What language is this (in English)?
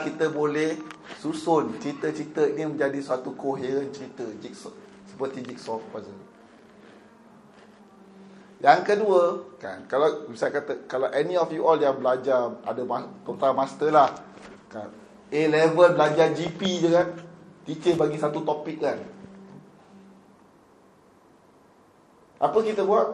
Malay